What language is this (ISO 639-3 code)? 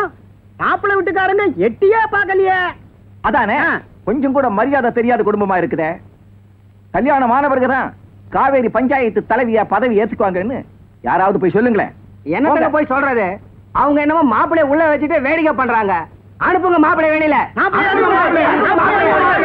tam